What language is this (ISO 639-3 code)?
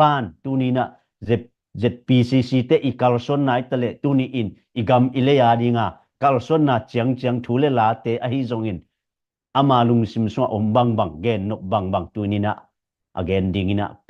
ctd